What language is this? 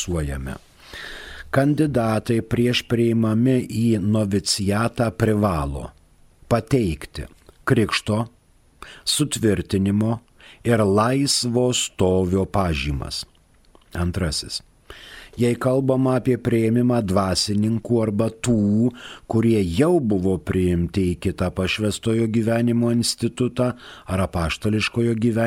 Lithuanian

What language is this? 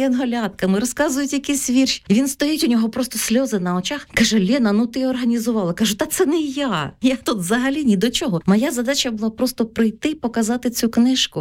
Ukrainian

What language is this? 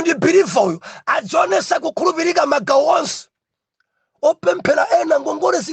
Nyanja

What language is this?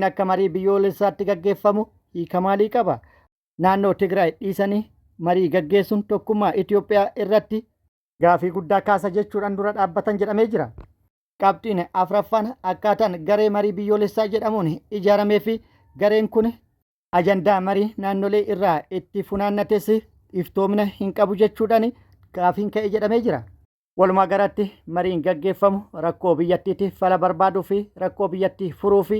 Oromo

